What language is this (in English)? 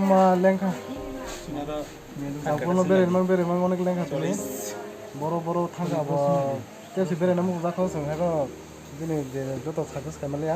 Kok Borok